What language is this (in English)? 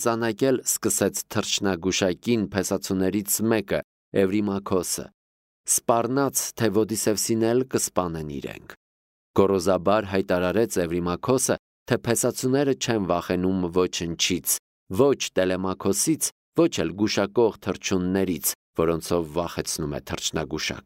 Armenian